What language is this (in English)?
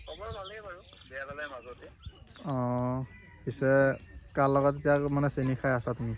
Assamese